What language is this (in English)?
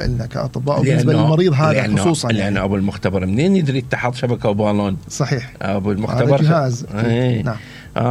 Mesopotamian Arabic